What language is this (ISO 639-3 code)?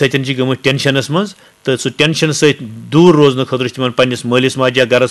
kas